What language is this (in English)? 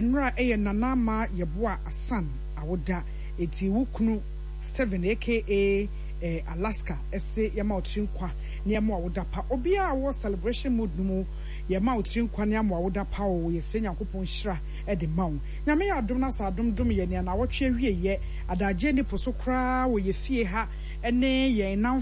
Akan